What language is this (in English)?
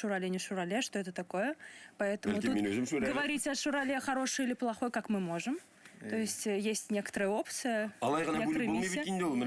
Tatar